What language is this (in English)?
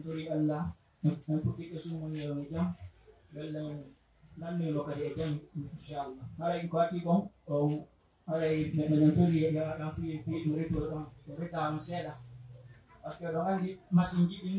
Pular